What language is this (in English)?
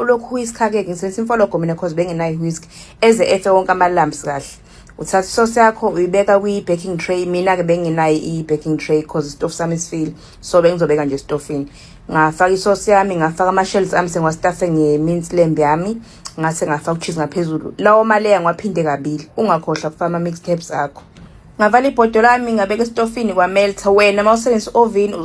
Zulu